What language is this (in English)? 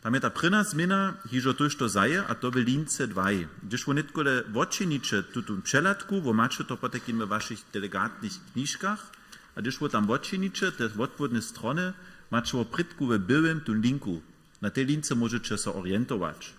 Upper Sorbian